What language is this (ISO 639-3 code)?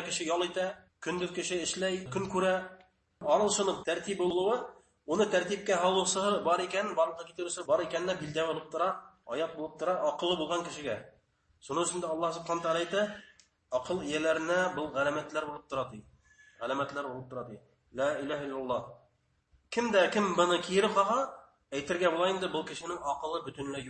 bak